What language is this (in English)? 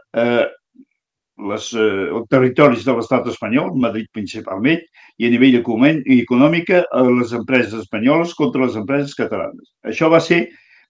Catalan